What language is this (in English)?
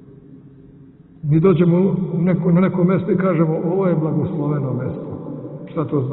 Serbian